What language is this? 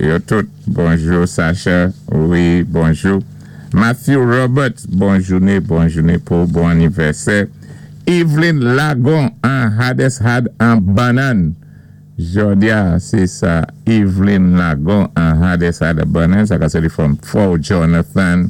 Saint Lucian Creole French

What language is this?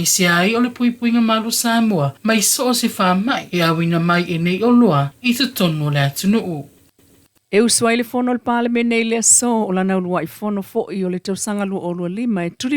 Samoan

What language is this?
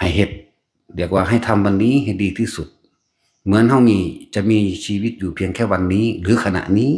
Northeastern Thai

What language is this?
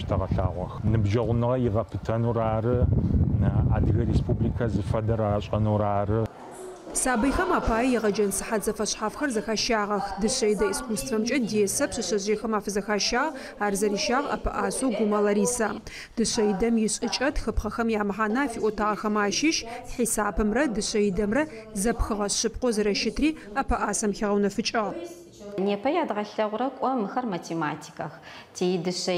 Adyghe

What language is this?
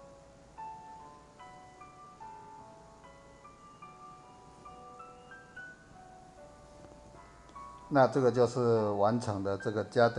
Chinese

